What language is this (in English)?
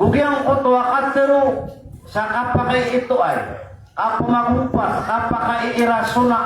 Maranao